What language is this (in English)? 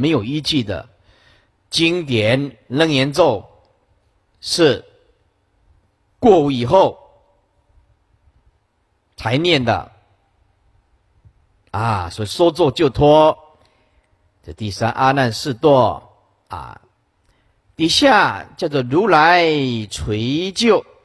Chinese